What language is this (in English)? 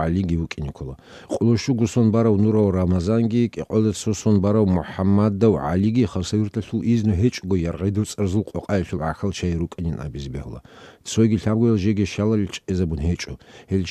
Avaric